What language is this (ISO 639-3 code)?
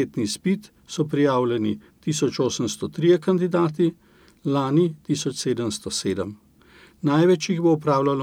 slv